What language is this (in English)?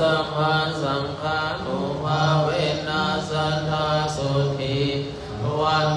Pali